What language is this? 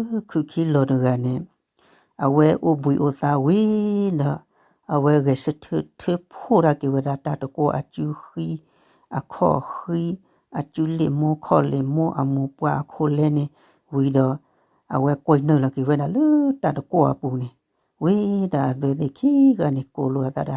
S'gaw Karen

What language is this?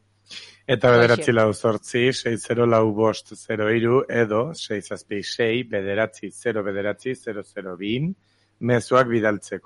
Basque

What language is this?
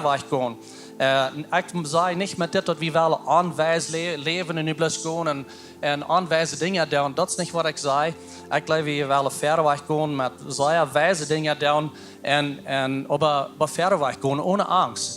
Plautdietsch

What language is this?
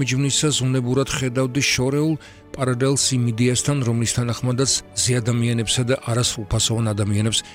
Georgian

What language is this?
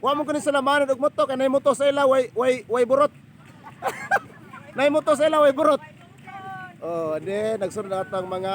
Cebuano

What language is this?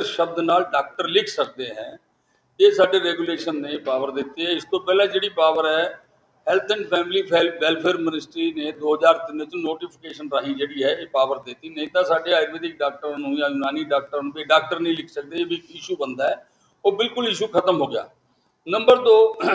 Punjabi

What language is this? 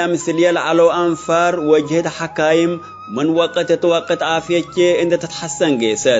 Tigre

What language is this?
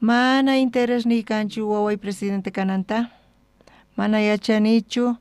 South Bolivian Quechua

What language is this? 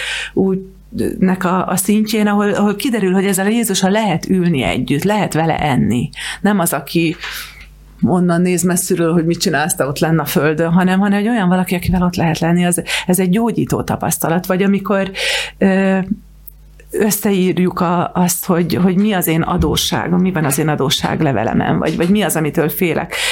Hungarian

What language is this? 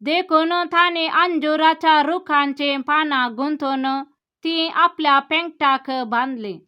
Konkani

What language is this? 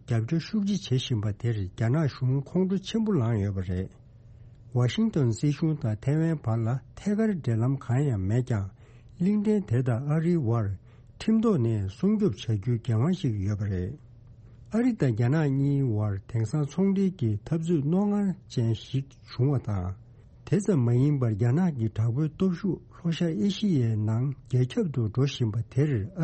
Tibetan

